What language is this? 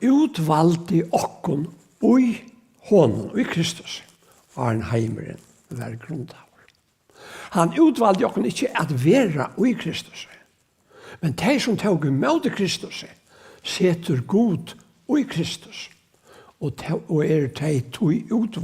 Faroese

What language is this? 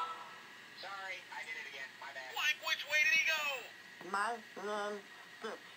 English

